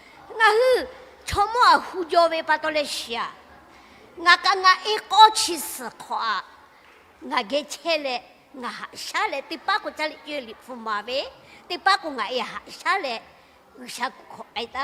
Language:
Lahu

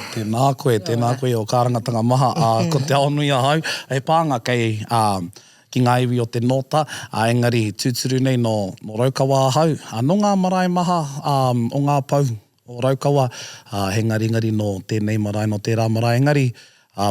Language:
Māori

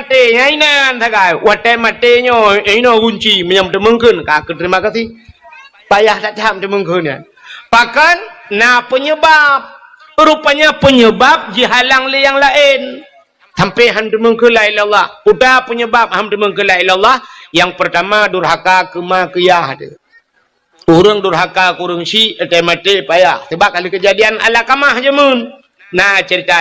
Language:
Achinese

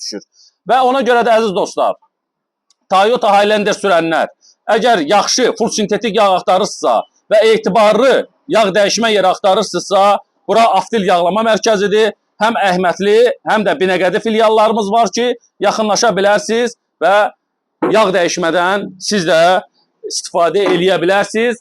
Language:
Azerbaijani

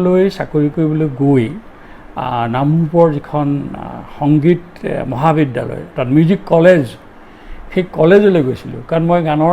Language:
Assamese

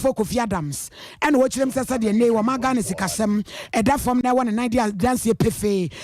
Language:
Akan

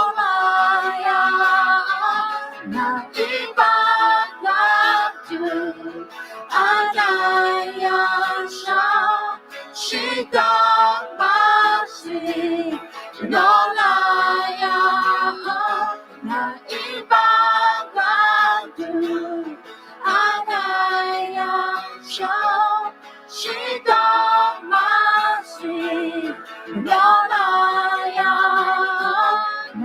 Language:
Akha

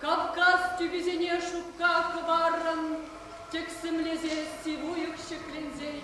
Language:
Chuvash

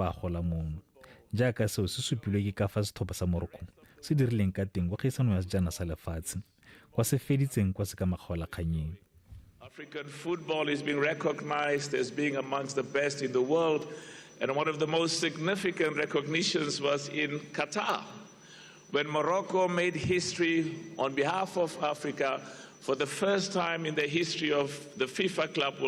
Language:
Tswana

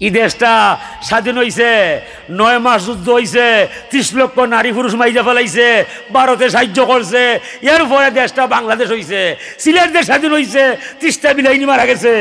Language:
Sylheti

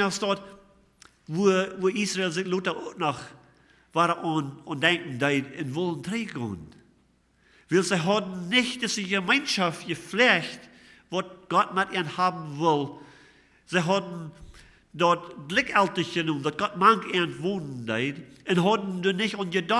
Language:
Plautdietsch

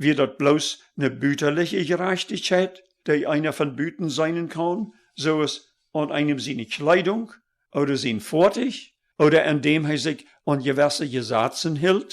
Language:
Plautdietsch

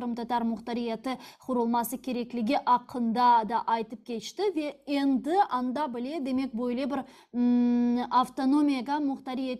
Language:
Crimean Tatar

